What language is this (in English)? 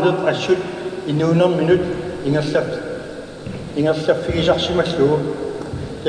Kalaallisut